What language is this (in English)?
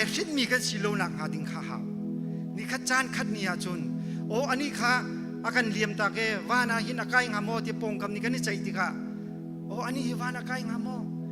Hakha Chin